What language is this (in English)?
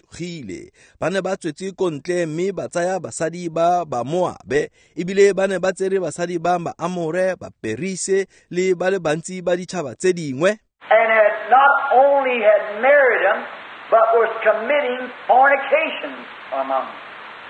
Tswana